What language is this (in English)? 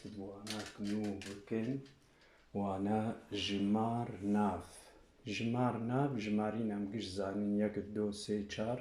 Kurdish